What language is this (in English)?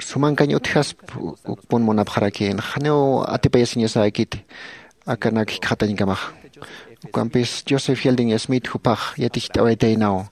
Aymara